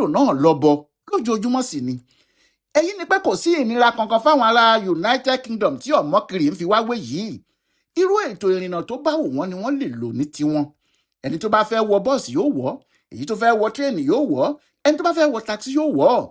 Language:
Yoruba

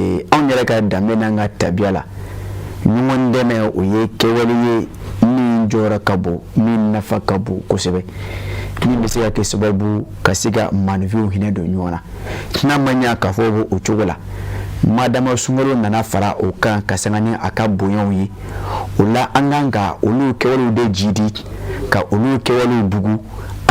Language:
Bambara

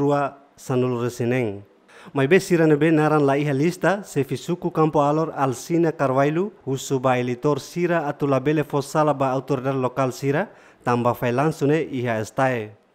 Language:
Tetum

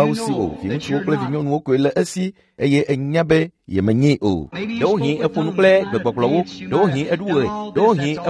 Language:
Ewe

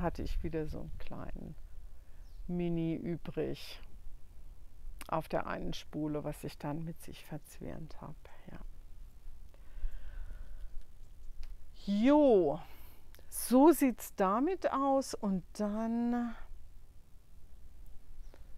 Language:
German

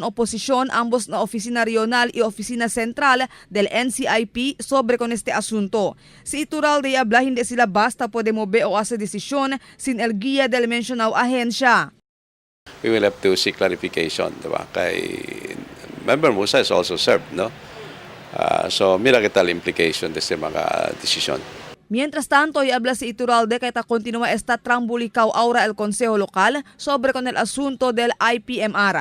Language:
Chavacano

